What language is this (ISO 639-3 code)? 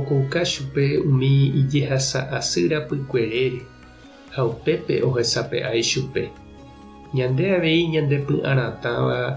grn